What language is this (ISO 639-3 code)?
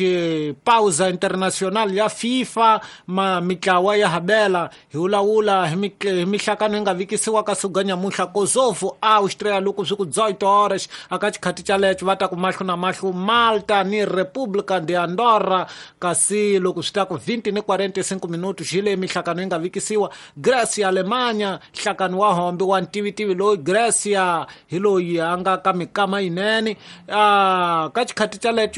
tso